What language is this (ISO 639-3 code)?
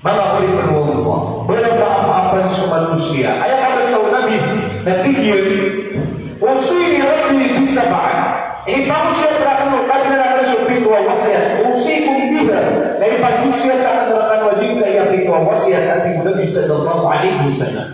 mrw